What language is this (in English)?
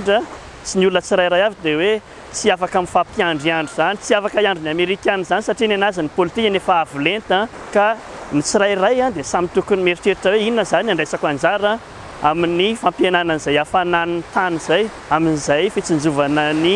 Malagasy